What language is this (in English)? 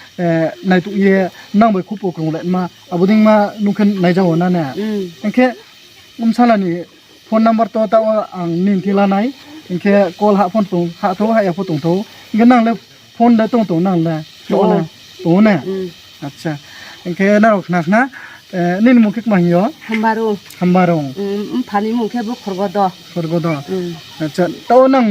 Riang (India)